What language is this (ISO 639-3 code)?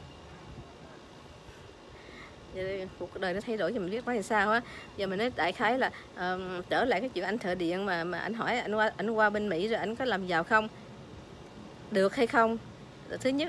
vie